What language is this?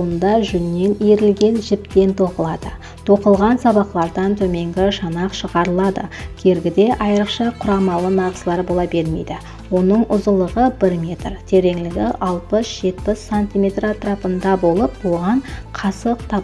Kara-Kalpak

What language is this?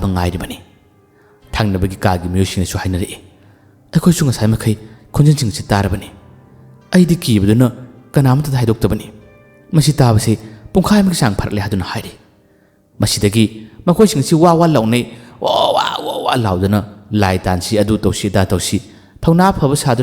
Manipuri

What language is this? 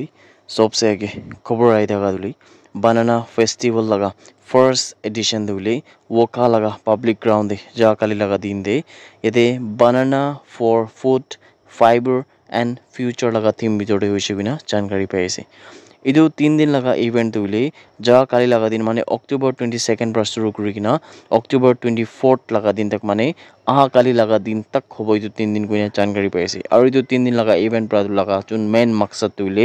Naga Pidgin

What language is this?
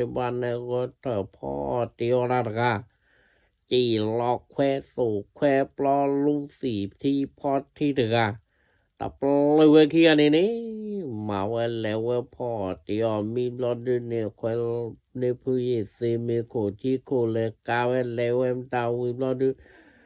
S'gaw Karen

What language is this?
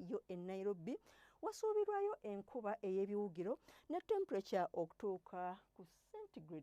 Ganda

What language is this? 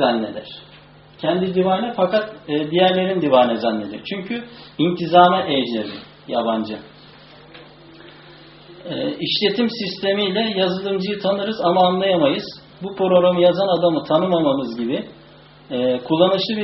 Turkish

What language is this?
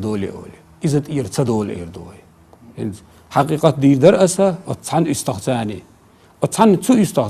Chechen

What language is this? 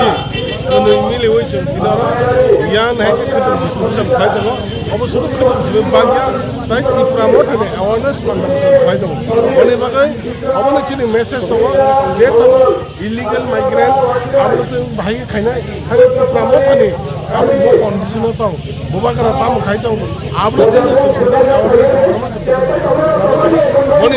Kok Borok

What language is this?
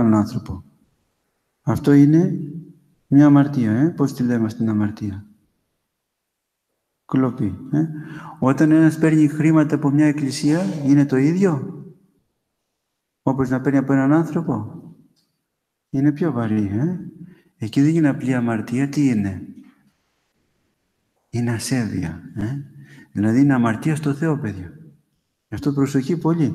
Greek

